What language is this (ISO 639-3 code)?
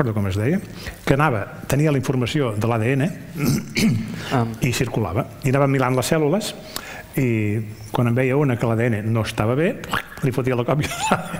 cat